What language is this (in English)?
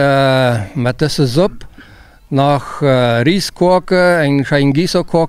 Plautdietsch